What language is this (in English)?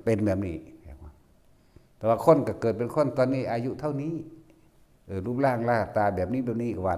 Lao